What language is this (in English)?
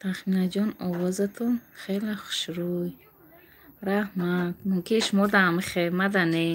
Tajik